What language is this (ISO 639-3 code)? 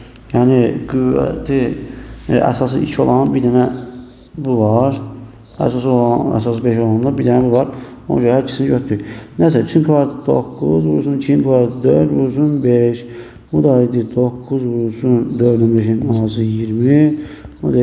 aze